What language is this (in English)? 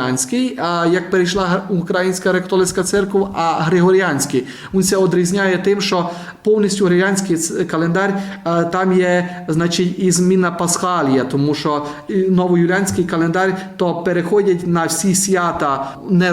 Rusyn